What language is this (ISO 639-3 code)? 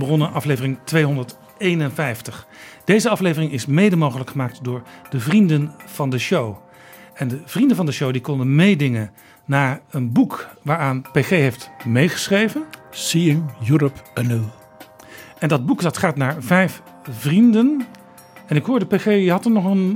nld